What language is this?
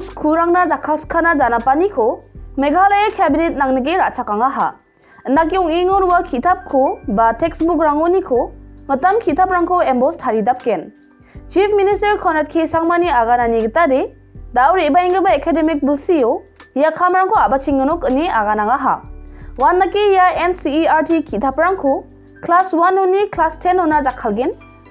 Garo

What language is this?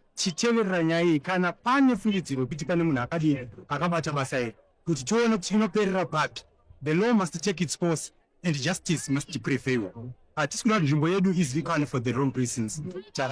Shona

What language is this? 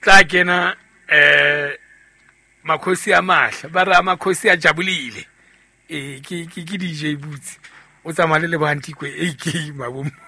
Southern Sotho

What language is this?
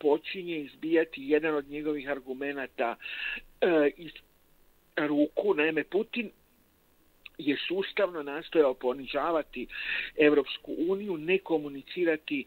Croatian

